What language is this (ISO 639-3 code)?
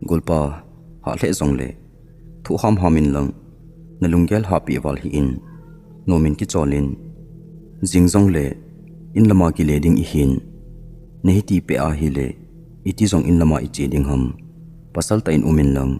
tcz